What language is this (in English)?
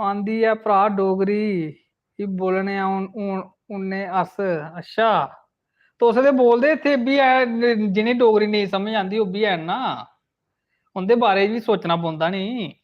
Dogri